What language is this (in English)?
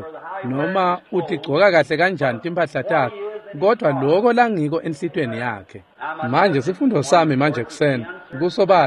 Swati